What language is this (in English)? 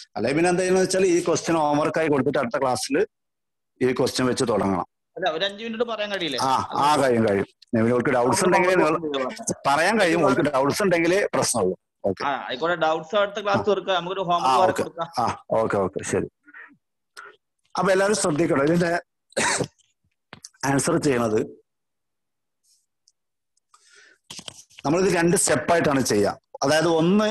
Malayalam